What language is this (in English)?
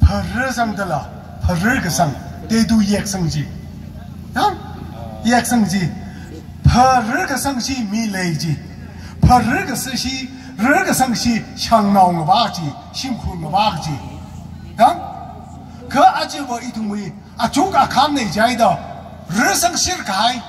Tangkhul Naga (India)